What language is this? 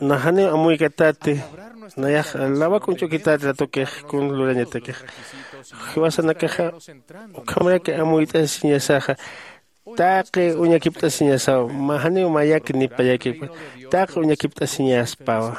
Aymara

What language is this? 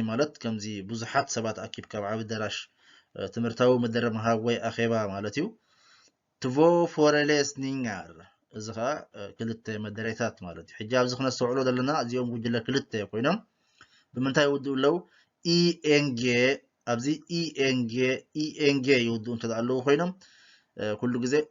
Tigrinya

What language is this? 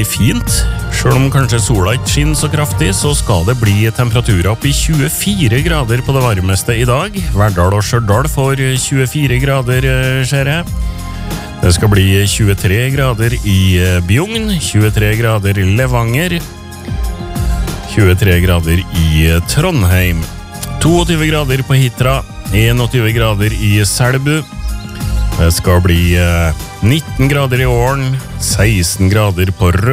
Norwegian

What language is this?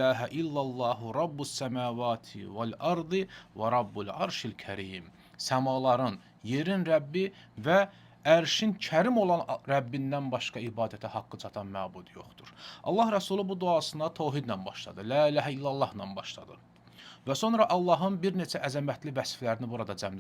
Azerbaijani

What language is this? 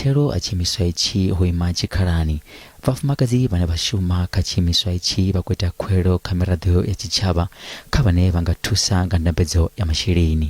Venda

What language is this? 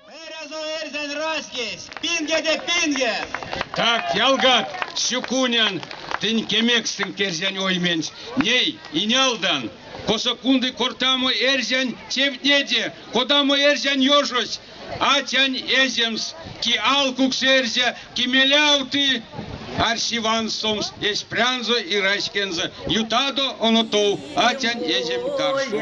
Erzya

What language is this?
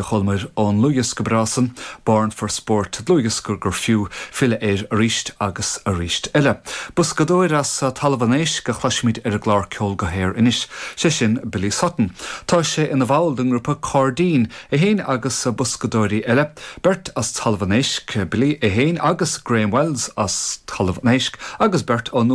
Irish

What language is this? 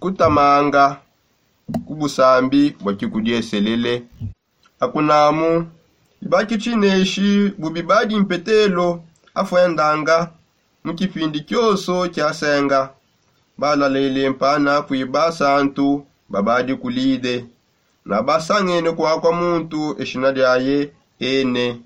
Songe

